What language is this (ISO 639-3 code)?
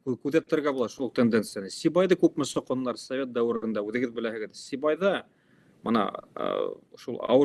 bak